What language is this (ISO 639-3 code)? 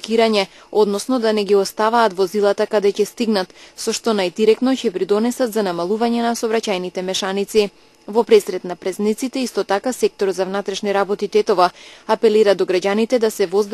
mkd